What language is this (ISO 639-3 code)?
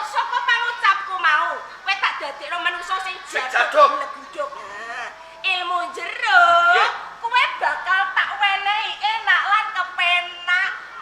jav